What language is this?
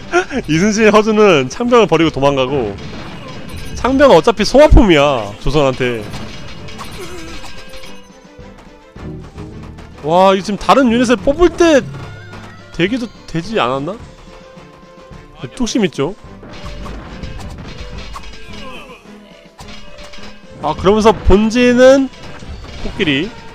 Korean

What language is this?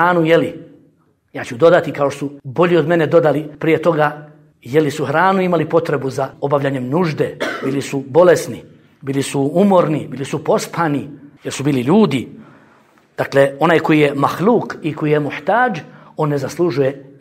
Bosnian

